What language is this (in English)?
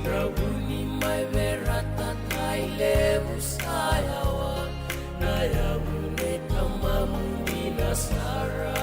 Fijian